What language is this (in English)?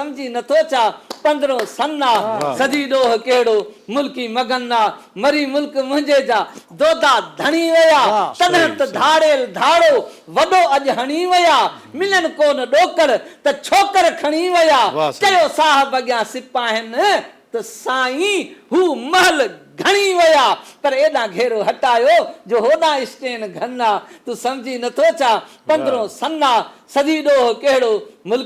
Sindhi